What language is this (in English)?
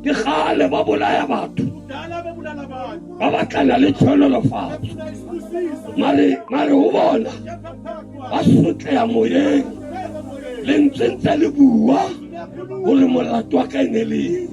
Southern Sotho